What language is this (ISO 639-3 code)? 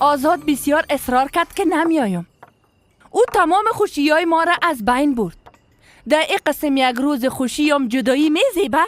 fas